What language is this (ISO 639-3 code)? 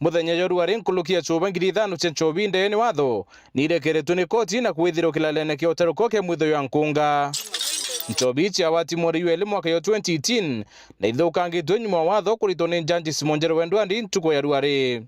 mer